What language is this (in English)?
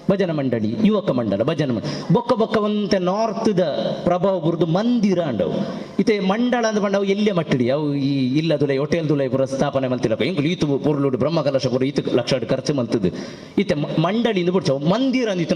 Tulu